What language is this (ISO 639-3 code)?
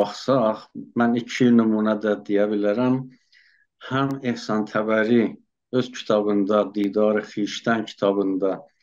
azb